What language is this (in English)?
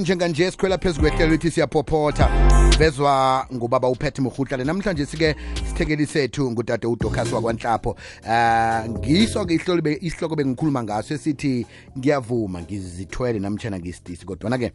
South Ndebele